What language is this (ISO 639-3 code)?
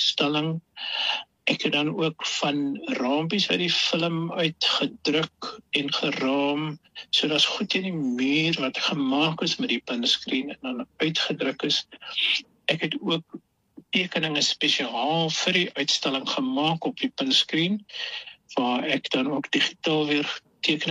afr